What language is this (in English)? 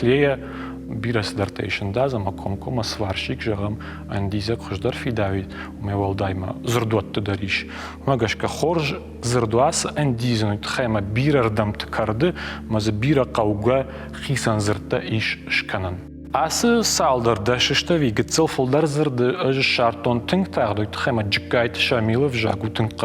Ossetic